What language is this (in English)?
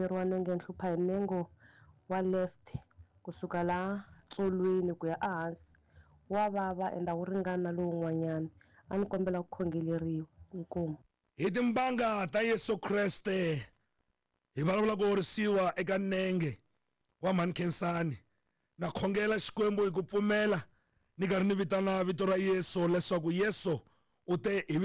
Tsonga